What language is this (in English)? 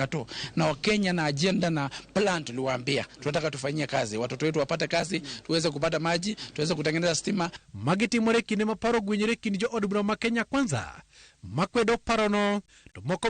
Luo (Kenya and Tanzania)